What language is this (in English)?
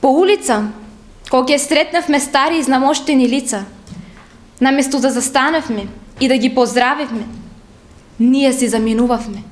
Macedonian